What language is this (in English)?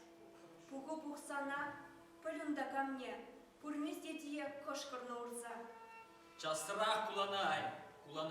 Chuvash